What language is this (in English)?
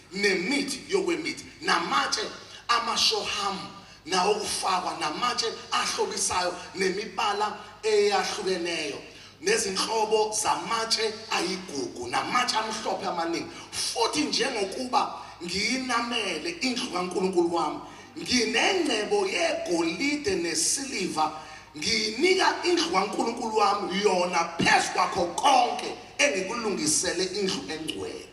Zulu